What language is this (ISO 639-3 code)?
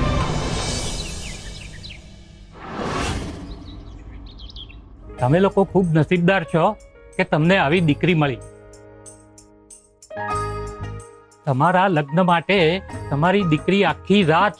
guj